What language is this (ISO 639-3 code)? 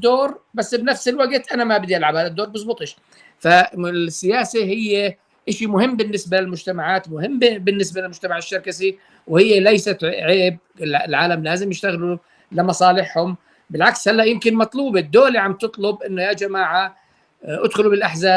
apc